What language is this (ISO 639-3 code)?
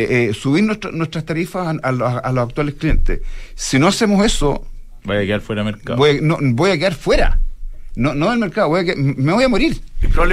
spa